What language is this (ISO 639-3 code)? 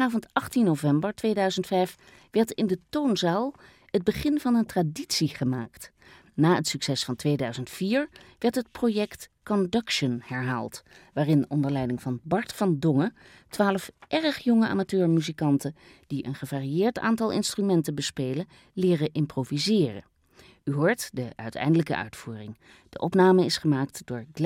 nld